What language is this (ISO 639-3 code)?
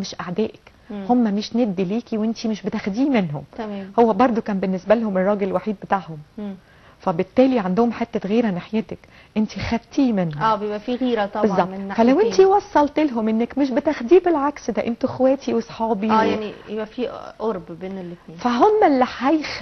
arz